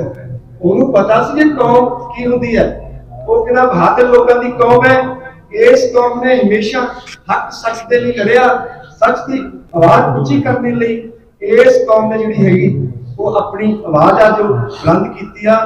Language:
Punjabi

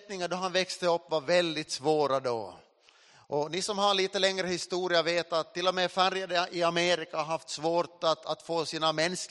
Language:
Swedish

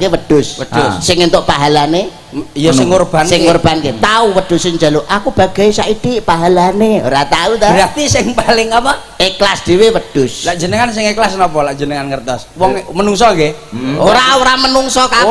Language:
Javanese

